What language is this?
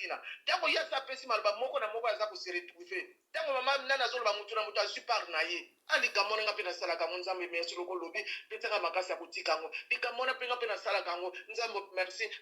Lingala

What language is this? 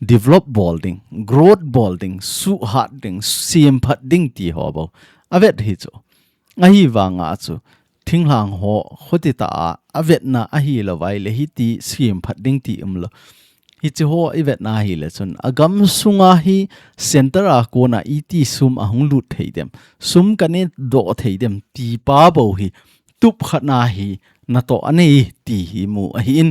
Thado Chin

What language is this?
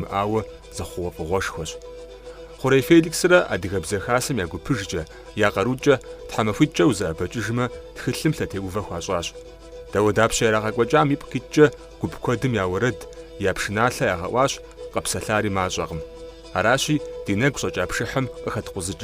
Kabardian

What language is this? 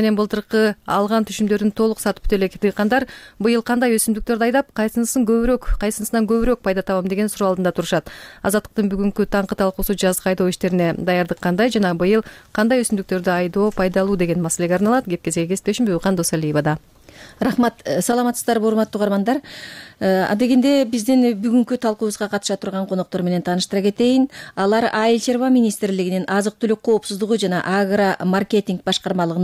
Kyrgyz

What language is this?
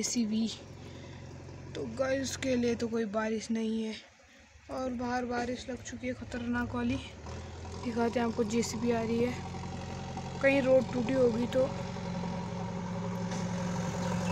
Hindi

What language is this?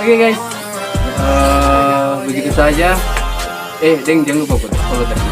Manado Malay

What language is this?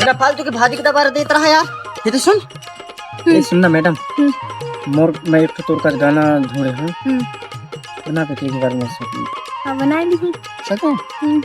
Chhattisgarhi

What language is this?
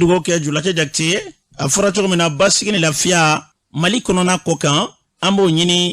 Bambara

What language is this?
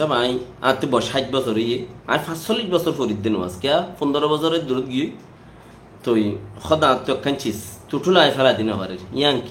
Rohingya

